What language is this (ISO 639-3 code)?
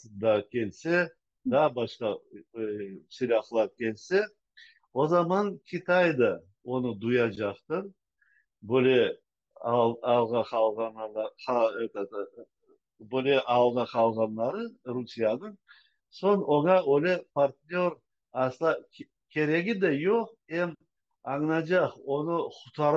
crh